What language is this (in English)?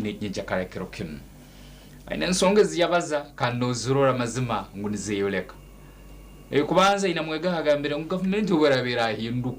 Nyankole